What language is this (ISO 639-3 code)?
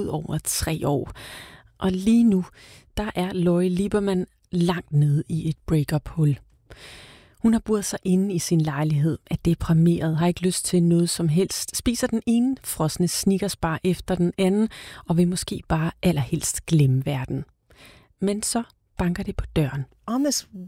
dan